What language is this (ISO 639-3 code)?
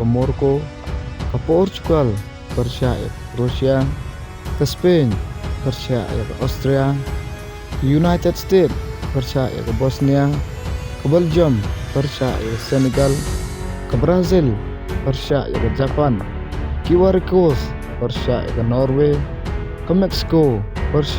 kha